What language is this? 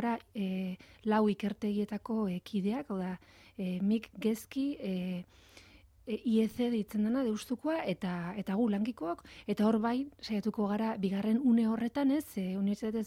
Basque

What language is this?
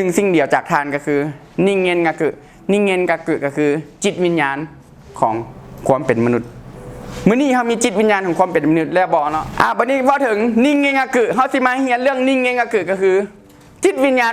Lao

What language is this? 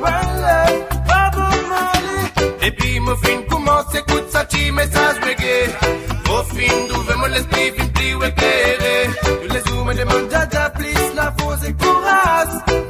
Morisyen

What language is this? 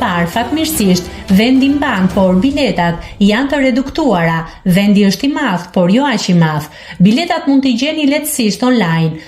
Albanian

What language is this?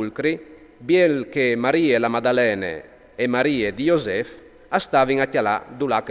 Friulian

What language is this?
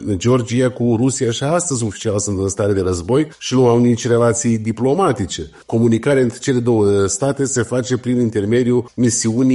Romanian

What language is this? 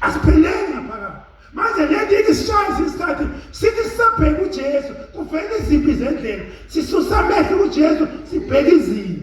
Zulu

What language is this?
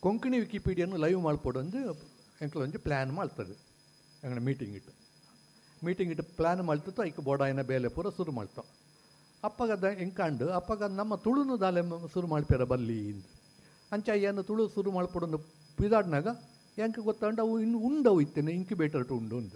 Tulu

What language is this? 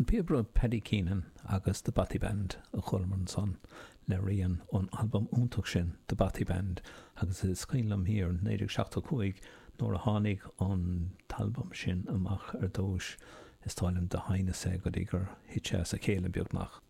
Irish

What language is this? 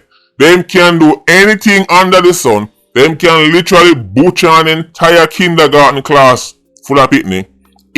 Jamaican Creole English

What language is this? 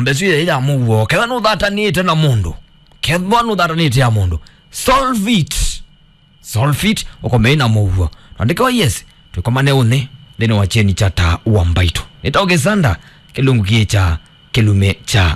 Kamba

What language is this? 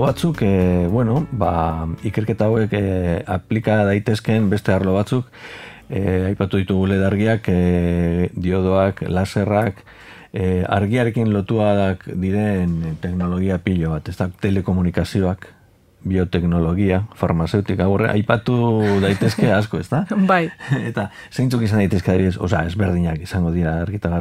Basque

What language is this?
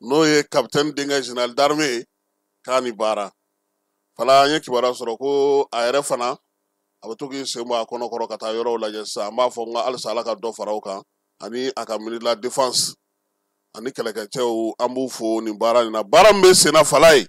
Bambara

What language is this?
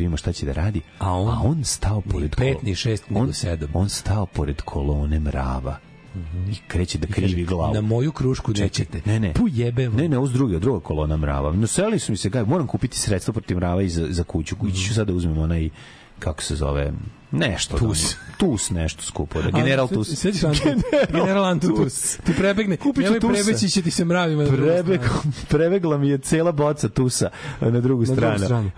Serbian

